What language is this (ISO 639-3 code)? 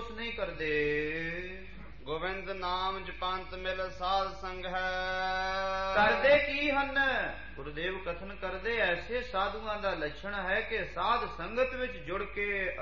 pan